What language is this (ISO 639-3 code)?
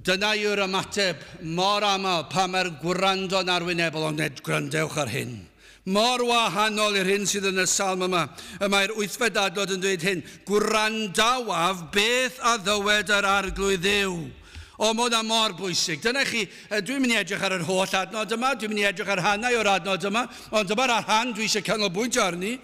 cym